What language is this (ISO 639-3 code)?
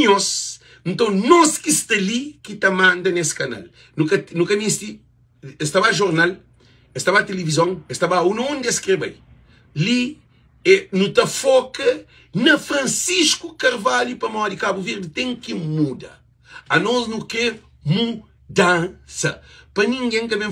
kea